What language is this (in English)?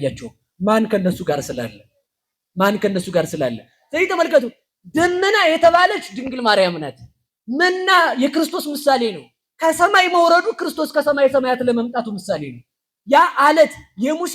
Amharic